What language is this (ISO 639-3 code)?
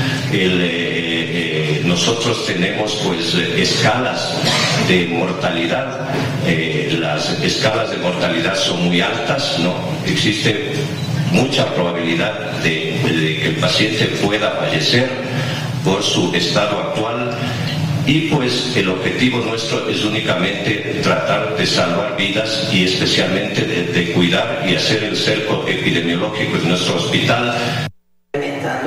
spa